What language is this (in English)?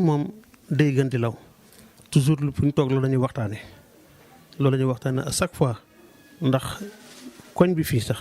Wolof